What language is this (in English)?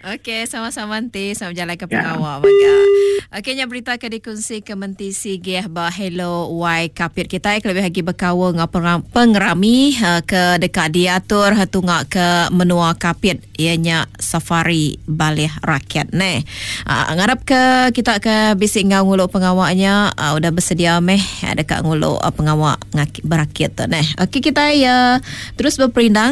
Iban